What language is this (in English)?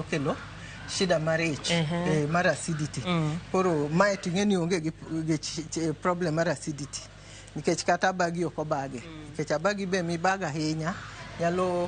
Luo (Kenya and Tanzania)